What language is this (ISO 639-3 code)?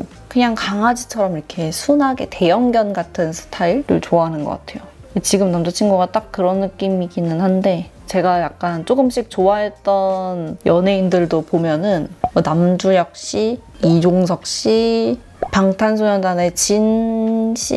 kor